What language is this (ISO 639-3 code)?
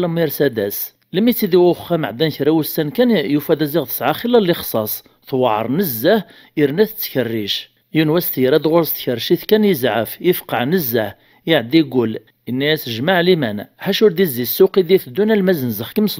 kab